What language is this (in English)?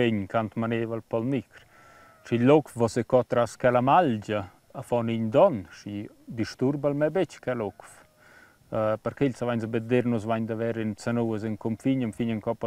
Romansh